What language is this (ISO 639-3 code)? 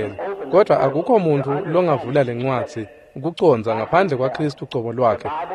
ssw